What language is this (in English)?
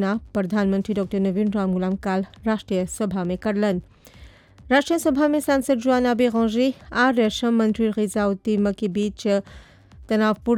Bhojpuri